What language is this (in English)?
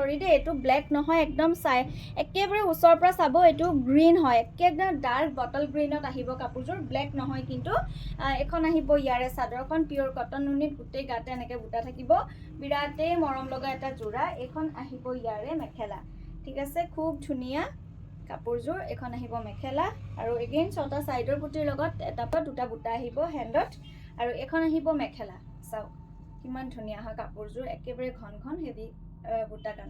Assamese